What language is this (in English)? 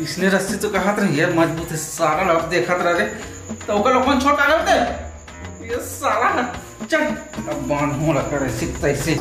Chhattisgarhi